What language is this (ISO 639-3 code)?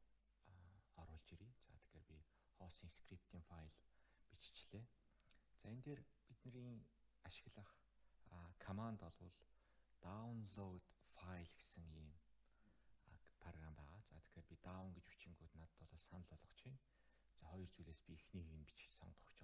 mon